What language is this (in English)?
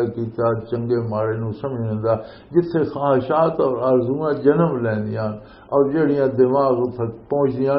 Western Panjabi